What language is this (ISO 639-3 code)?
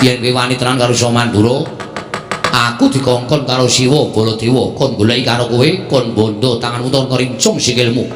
jav